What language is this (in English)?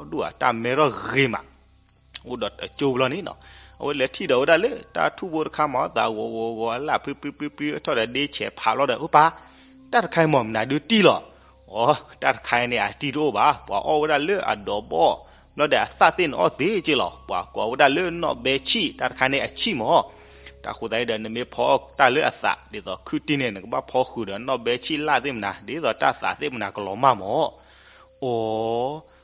S'gaw Karen